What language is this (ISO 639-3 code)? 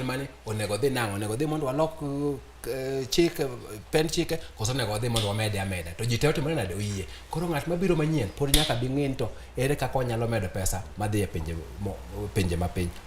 luo